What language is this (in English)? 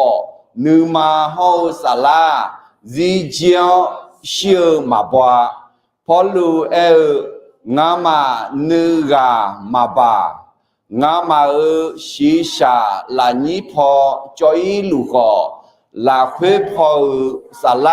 Akha